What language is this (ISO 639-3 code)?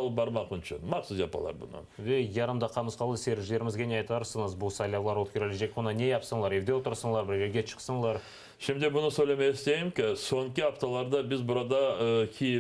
crh